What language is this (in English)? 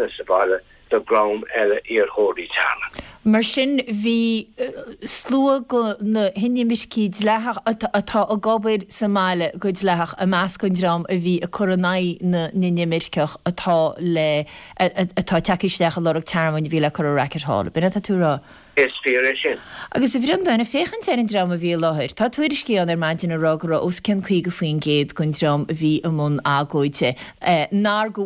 Irish